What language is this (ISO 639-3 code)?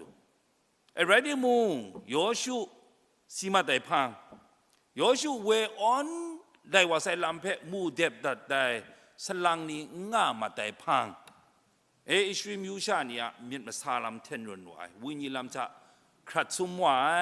kac